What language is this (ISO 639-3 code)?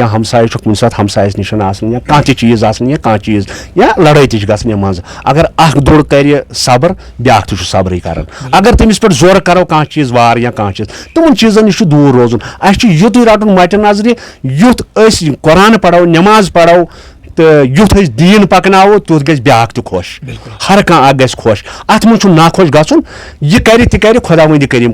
kas